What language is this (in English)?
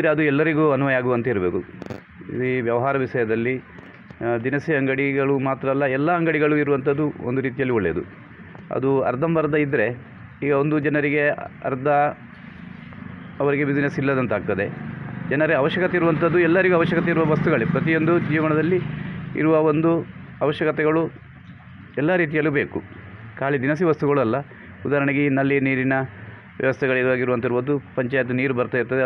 Kannada